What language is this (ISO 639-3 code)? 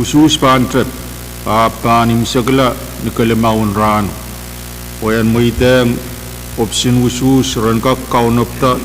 pon